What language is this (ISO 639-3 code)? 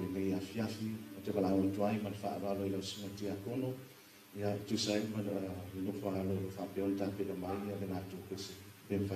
smo